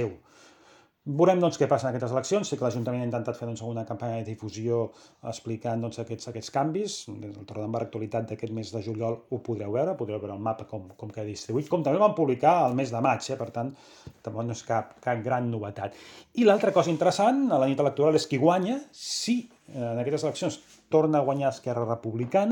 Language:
Catalan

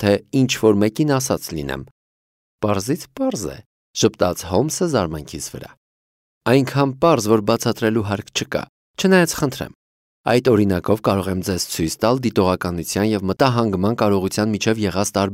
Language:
Armenian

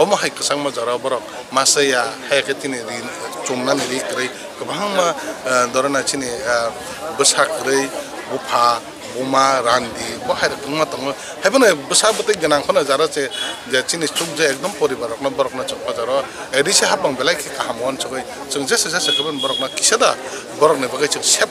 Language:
Kok Borok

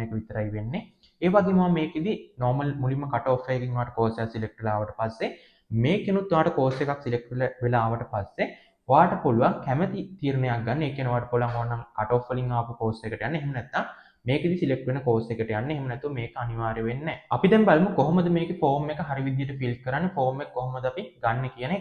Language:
Sinhala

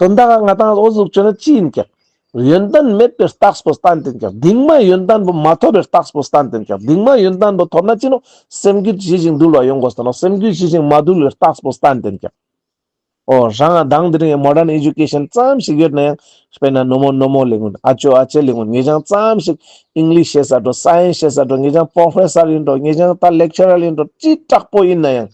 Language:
Ladakhi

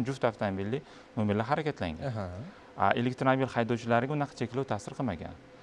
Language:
Uzbek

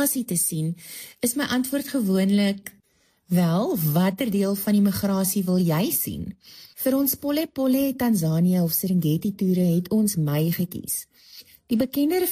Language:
Afrikaans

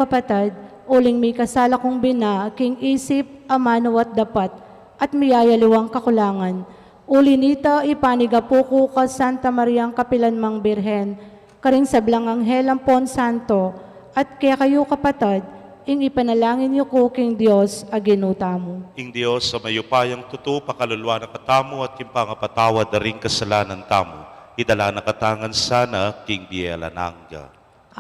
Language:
Pampanga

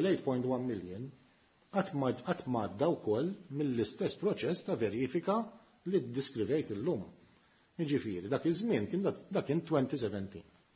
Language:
Maltese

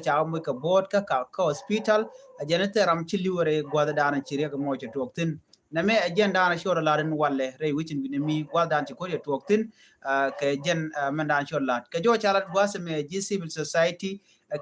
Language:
Nuer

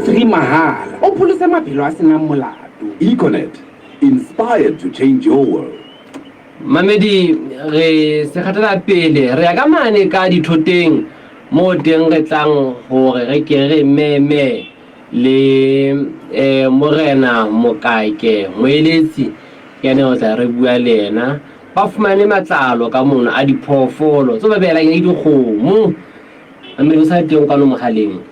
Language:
Southern Sotho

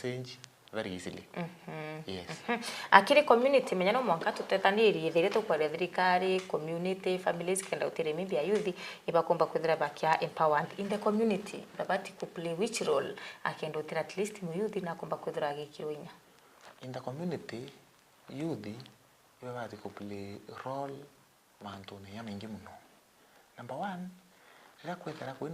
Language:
Meru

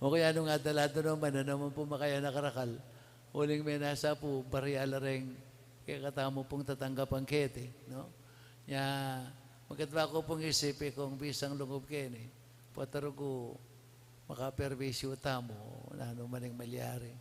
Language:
Pampanga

